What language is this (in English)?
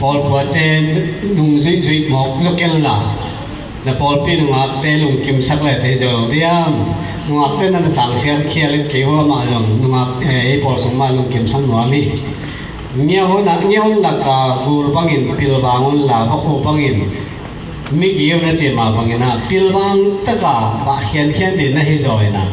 Tedim Chin